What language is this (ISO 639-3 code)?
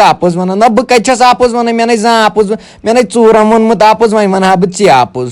kas